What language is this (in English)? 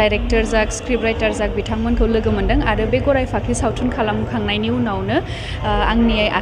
Bodo